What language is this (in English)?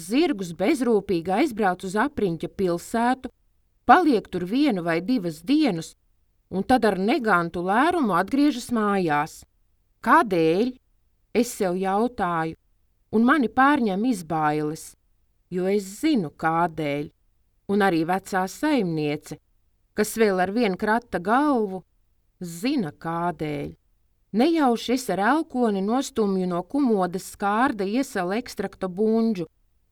Latvian